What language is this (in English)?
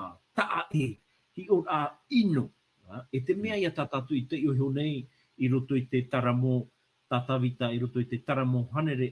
Tahitian